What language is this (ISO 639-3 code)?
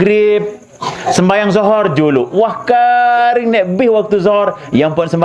sas